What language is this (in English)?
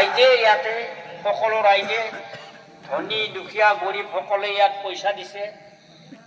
Assamese